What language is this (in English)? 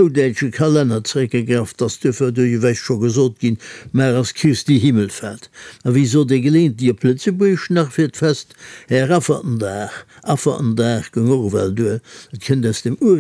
Luxembourgish